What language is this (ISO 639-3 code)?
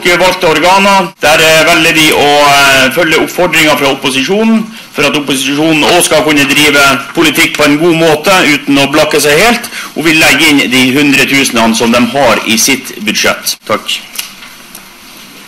nor